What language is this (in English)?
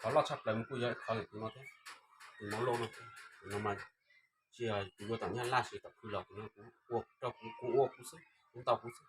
Hmong